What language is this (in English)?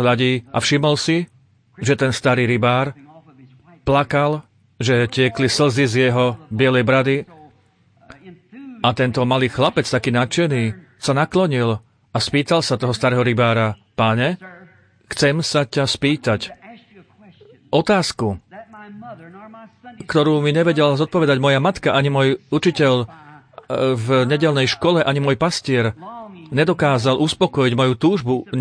Slovak